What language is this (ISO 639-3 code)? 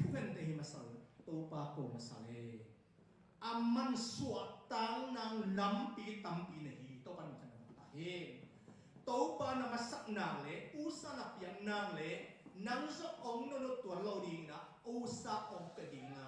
ctd